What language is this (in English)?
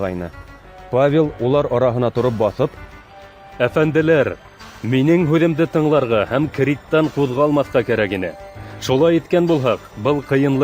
Bashkir